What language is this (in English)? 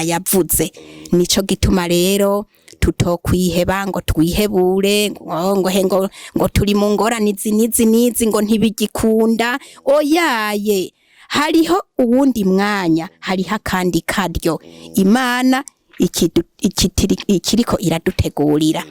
Rundi